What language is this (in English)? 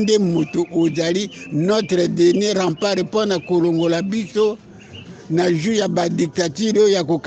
Lingala